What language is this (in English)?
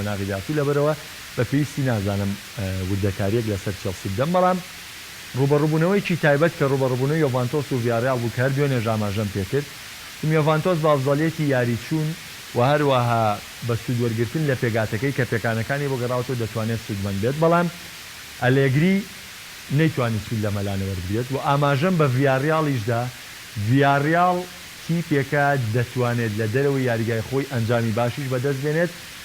Central Kurdish